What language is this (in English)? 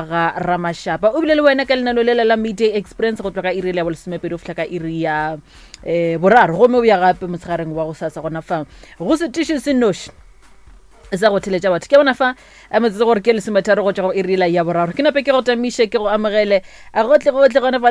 Northern Sotho